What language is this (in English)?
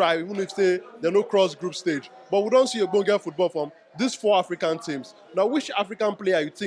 Nigerian Pidgin